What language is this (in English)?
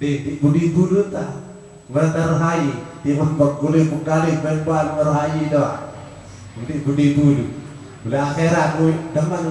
Sasak